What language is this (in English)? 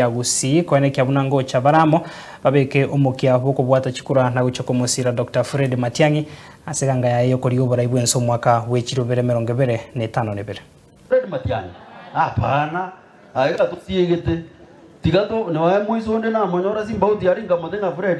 Gusii